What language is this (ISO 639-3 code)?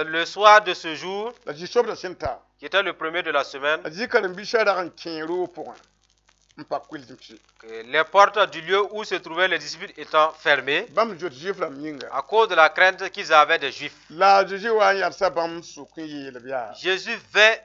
mos